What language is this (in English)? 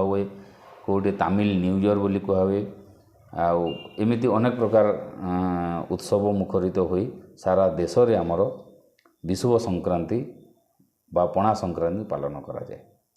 Odia